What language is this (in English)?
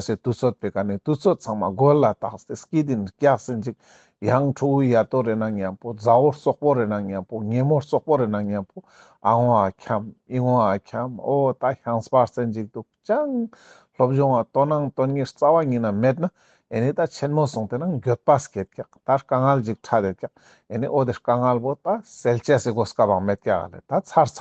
Ladakhi